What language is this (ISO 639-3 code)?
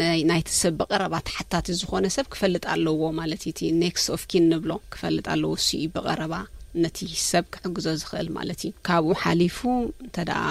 tir